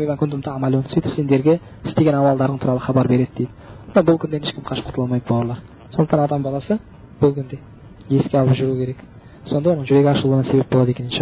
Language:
Kazakh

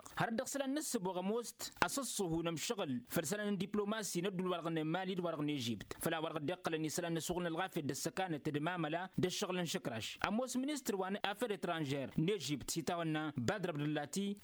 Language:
Tamasheq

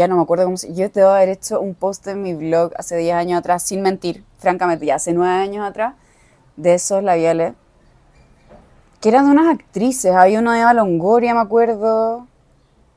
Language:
Spanish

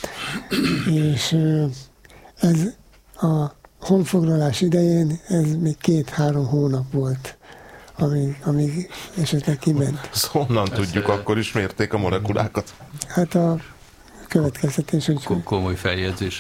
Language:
Hungarian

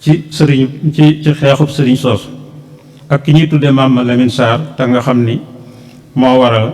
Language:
Wolof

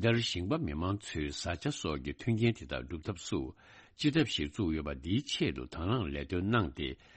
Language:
Tibetan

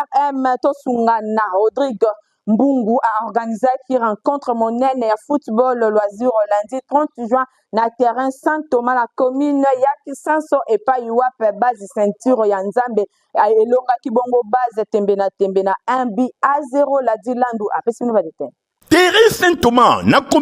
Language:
Lingala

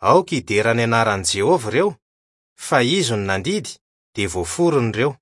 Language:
Malagasy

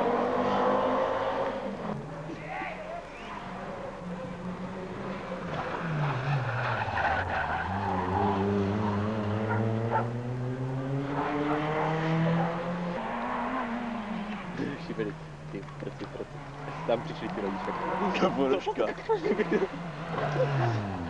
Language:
Czech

